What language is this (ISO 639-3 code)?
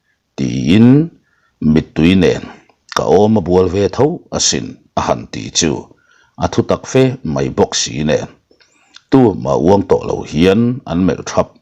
lus